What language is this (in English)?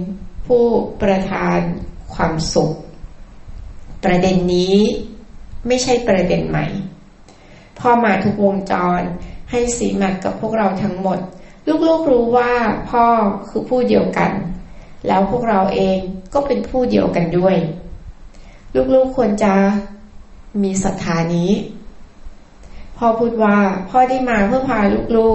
Thai